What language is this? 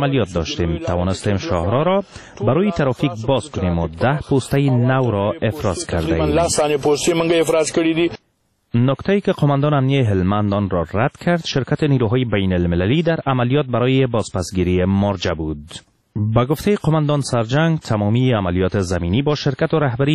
Persian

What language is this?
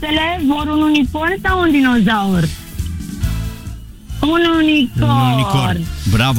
Romanian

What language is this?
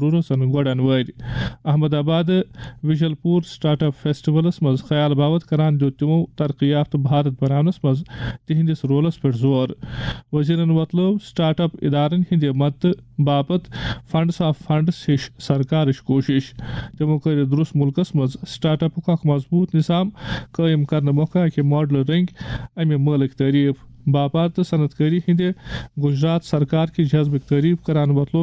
Kashmiri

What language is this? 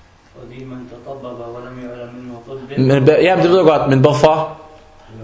Danish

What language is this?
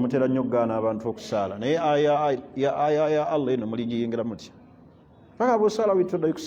Ganda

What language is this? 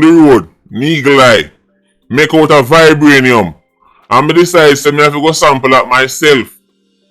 Jamaican Creole English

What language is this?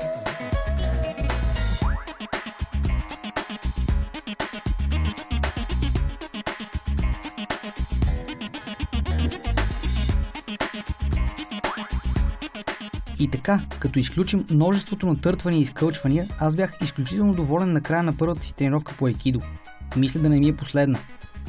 Bulgarian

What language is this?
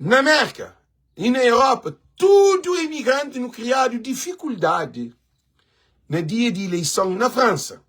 Kabuverdianu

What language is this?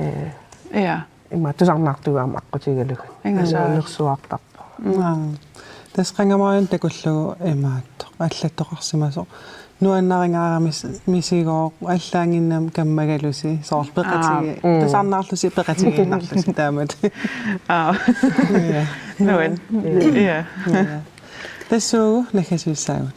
Kalaallisut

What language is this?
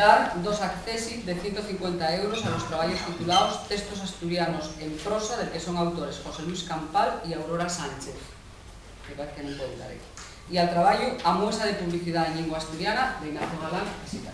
Asturian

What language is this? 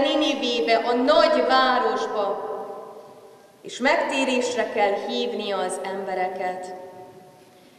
Hungarian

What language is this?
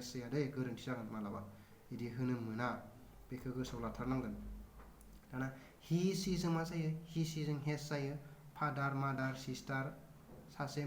Bodo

